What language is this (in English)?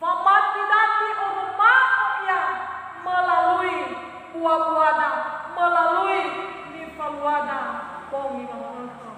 Nias